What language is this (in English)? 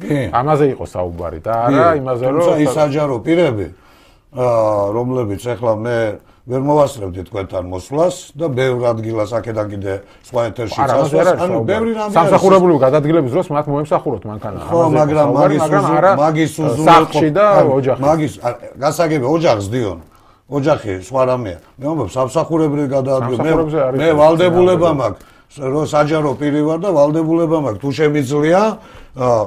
Georgian